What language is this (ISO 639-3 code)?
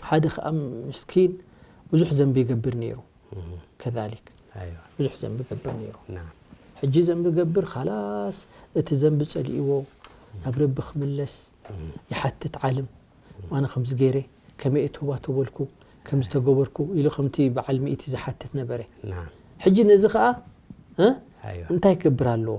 tir